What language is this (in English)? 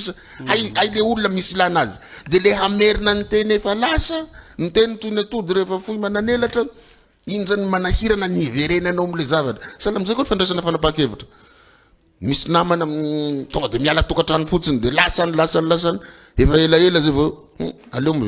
Malagasy